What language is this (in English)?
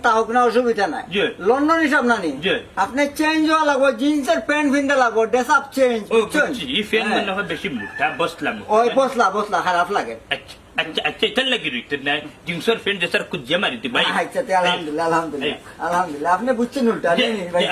Sylheti